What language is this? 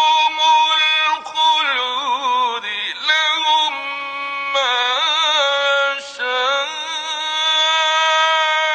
Arabic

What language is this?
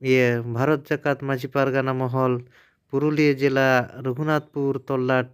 Santali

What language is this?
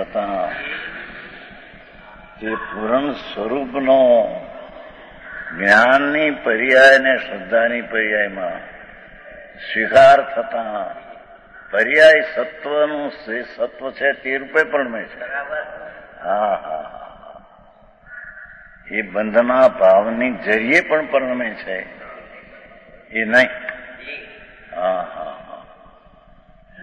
Gujarati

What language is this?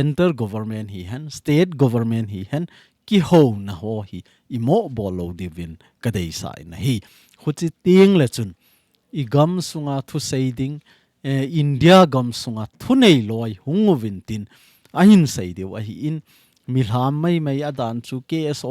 Thado Chin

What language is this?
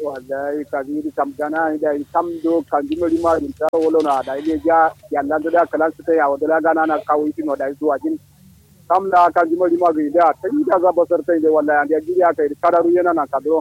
Kanuri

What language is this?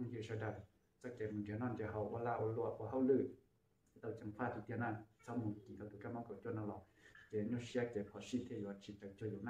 Hmong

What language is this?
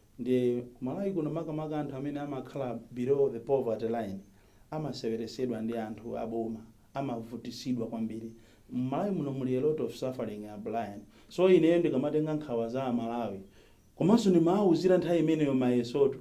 Nyanja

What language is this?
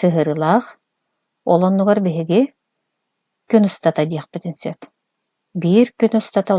Yakut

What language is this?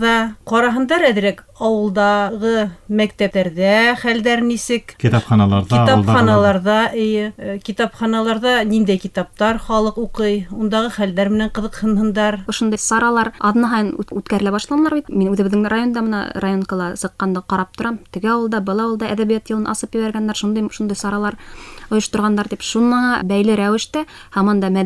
Bashkir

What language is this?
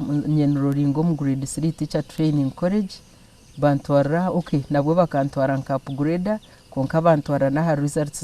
Nyankole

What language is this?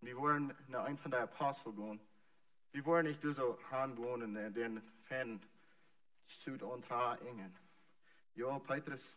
Plautdietsch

